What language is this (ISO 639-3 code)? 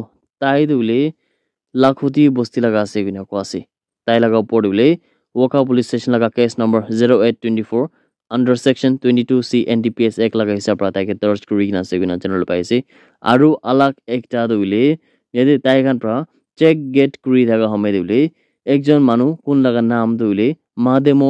nag